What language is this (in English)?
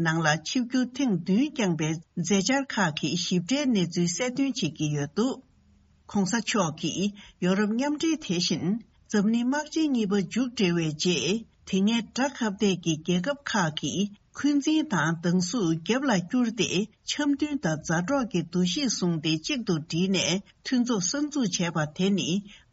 Tibetan